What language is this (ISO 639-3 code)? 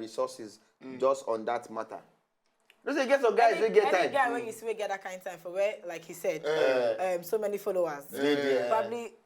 pcm